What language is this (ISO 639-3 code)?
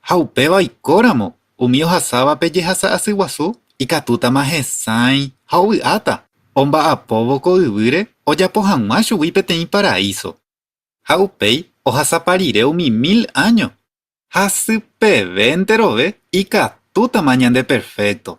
grn